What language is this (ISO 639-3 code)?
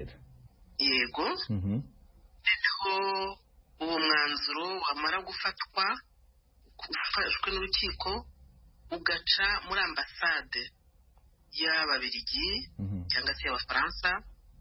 kin